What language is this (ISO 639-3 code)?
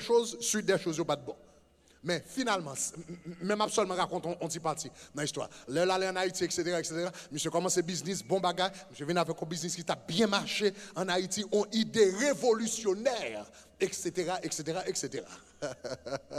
fra